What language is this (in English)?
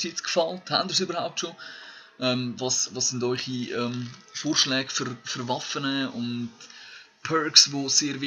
Swiss German